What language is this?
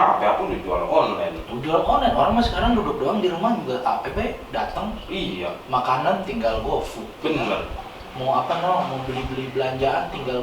Betawi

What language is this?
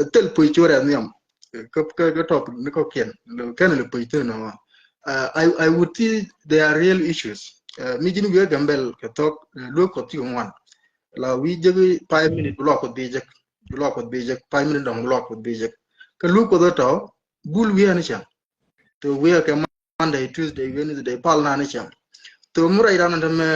Nuer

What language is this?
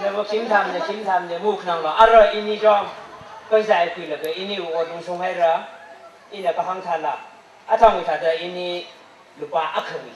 Tangkhul Naga (India)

